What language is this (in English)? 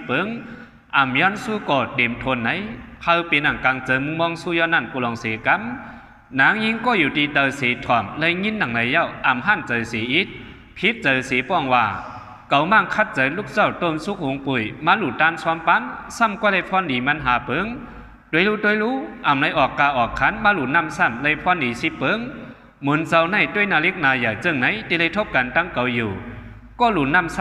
Shan